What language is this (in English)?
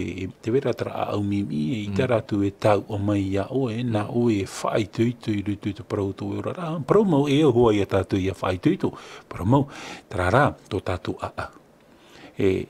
Tahitian